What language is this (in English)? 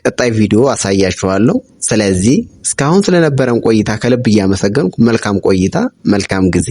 Amharic